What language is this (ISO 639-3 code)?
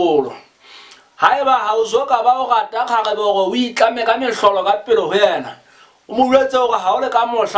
sot